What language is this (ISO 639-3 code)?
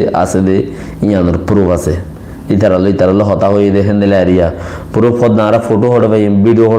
rhg